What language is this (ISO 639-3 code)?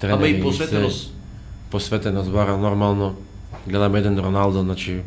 mkd